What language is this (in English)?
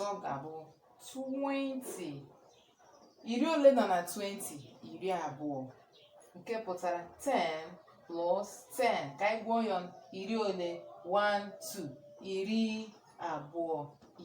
Igbo